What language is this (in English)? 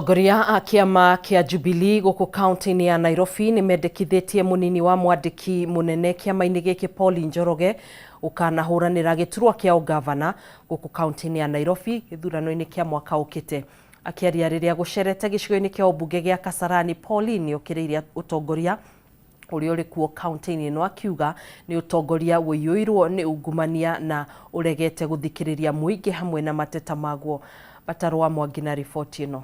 Kikuyu